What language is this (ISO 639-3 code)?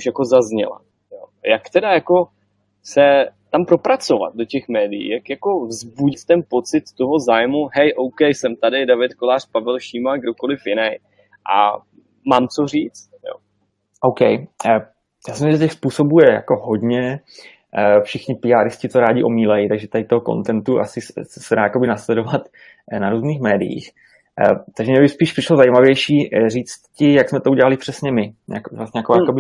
ces